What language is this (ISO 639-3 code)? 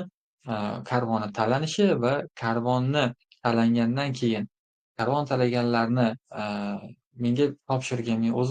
uzb